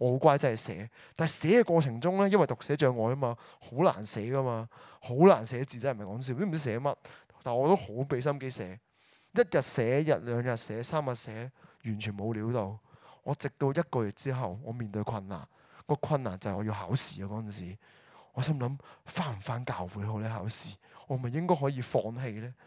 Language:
Cantonese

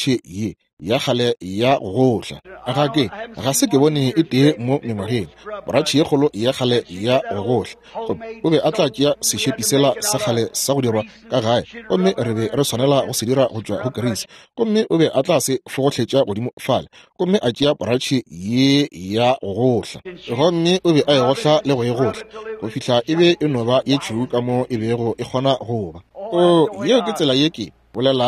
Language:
Northern Sotho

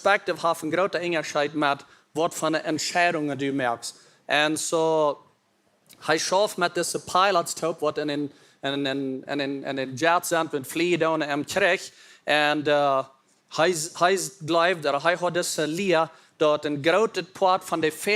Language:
Plautdietsch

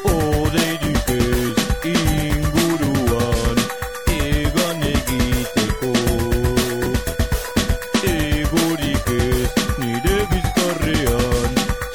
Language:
Basque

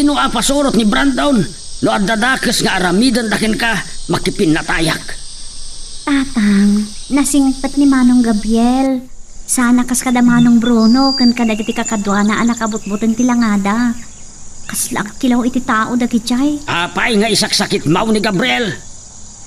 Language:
Iloko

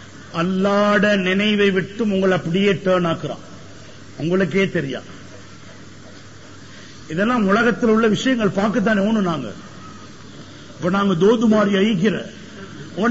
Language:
Tamil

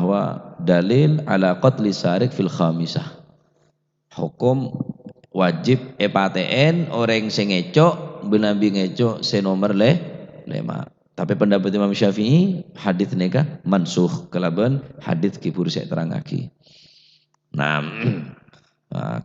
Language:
Madurese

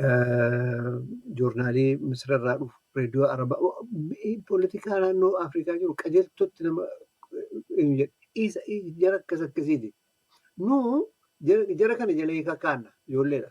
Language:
Oromo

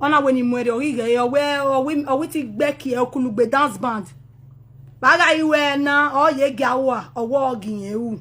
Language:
Nigerian Pidgin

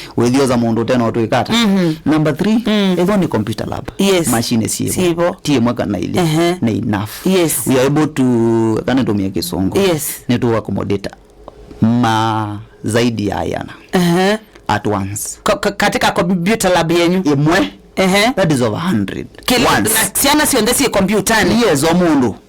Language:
Kamba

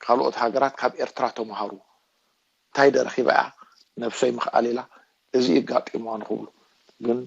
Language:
Tigrinya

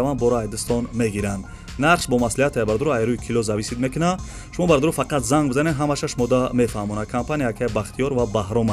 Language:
Tajik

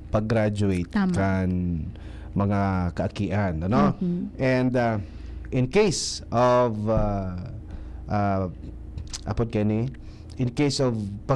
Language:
Bikol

